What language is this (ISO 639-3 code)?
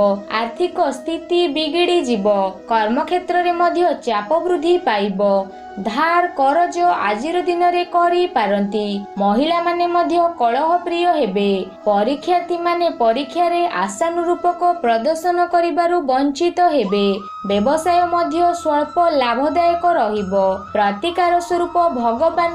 ori